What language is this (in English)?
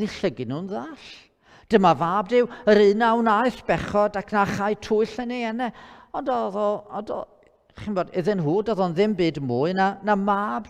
Welsh